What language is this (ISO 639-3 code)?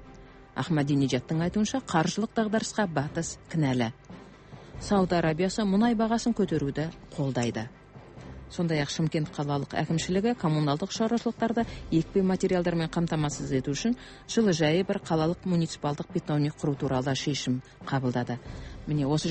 kaz